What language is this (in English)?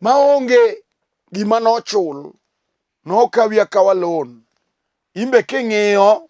Luo (Kenya and Tanzania)